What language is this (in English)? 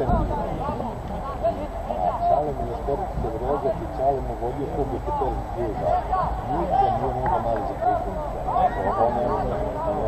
Serbian